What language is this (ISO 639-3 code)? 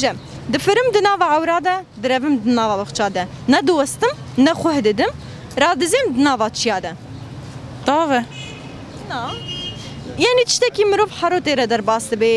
kur